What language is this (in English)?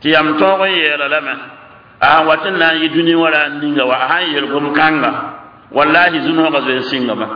Mossi